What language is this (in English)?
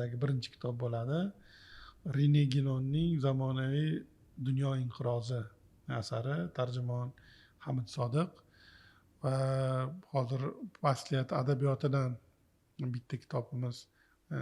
Uzbek